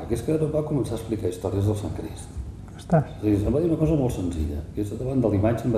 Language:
Catalan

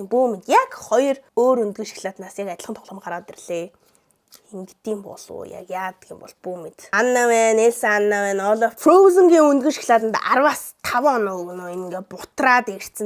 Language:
Mongolian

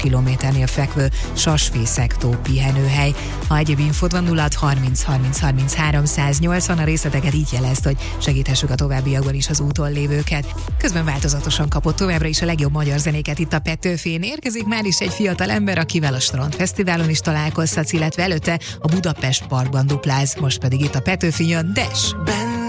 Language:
Hungarian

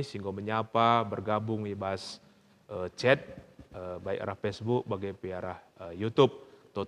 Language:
Batak Karo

